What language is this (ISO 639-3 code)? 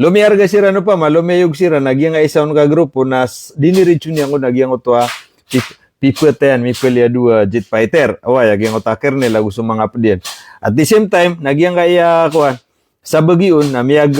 mrw